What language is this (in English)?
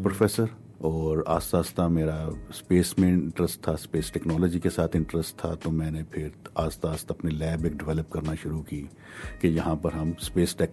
Urdu